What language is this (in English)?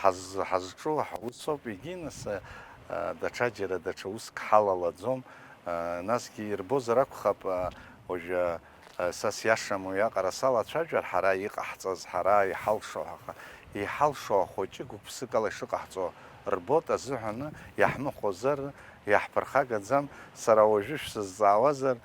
Abkhazian